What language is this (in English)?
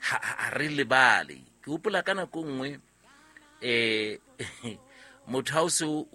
Southern Sotho